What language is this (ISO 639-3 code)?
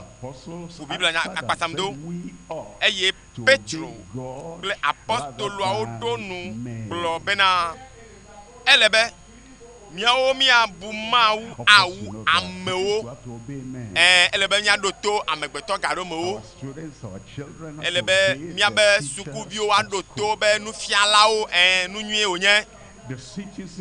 ewe